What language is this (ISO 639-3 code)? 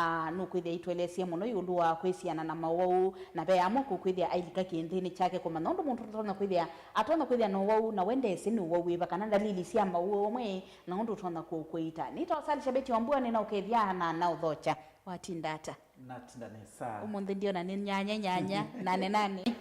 kam